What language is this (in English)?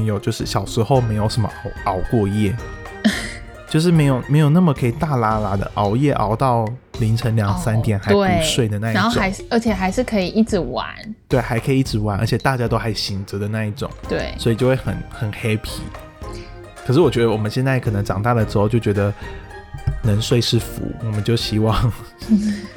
Chinese